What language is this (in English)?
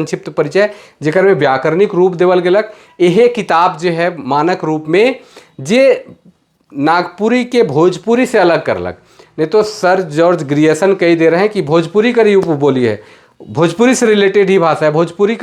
Sadri